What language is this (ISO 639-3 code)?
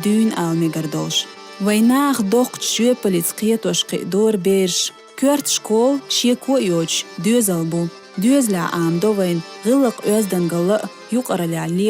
che